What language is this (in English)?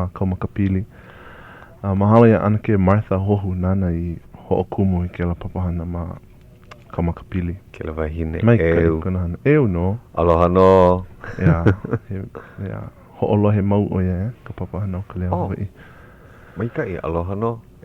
Hawaiian